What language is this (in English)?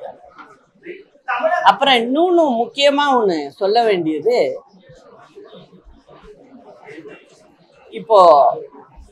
Tamil